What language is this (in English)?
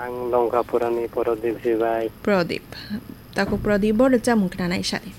Kok Borok